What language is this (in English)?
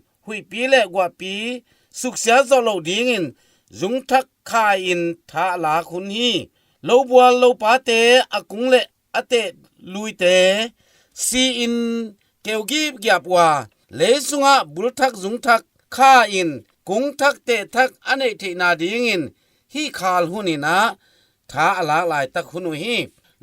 Tedim Chin